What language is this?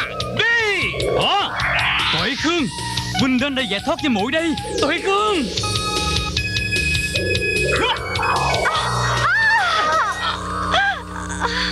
Vietnamese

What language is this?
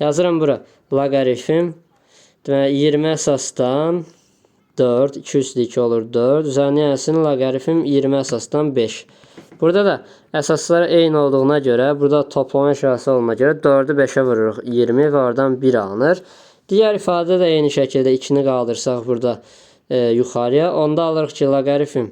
Azerbaijani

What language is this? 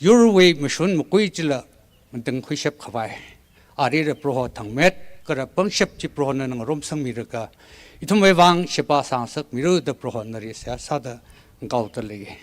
Tangkhul Naga (India)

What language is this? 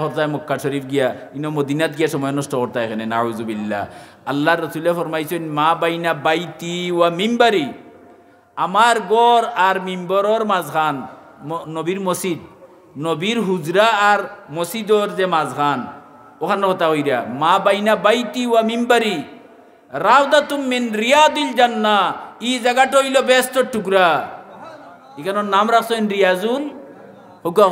Sylheti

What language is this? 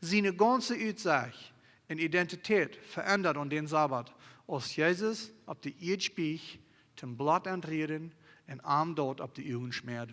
Plautdietsch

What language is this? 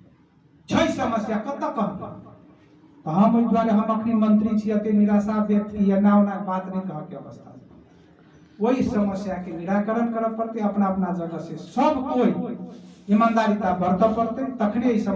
Maithili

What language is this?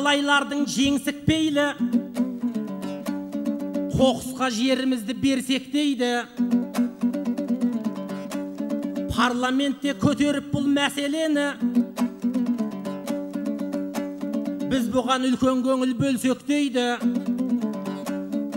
Kazakh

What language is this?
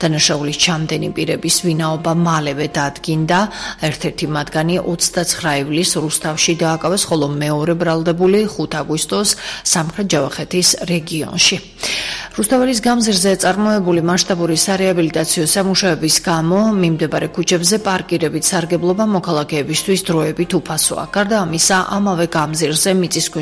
Georgian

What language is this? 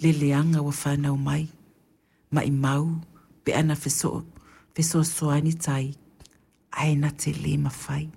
Samoan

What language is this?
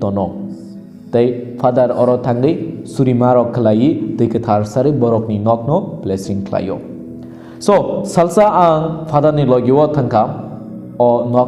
Kok Borok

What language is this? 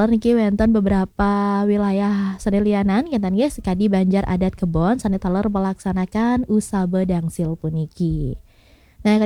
Balinese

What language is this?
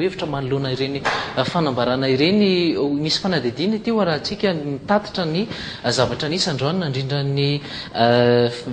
Malagasy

